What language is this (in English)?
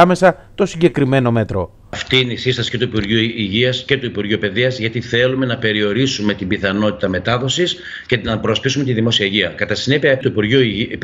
Greek